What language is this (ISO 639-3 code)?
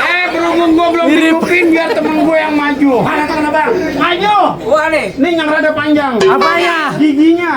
bew